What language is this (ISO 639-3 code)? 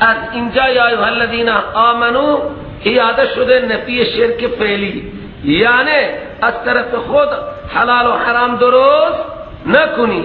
fas